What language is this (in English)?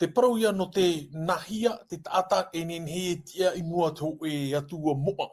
Tahitian